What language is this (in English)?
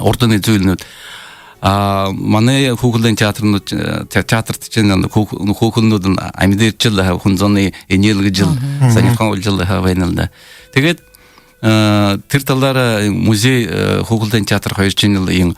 Buriat